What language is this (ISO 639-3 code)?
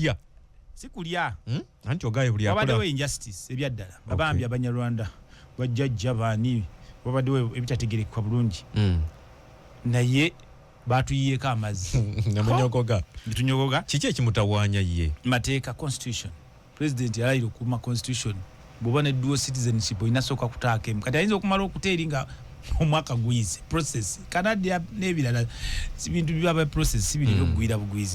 lug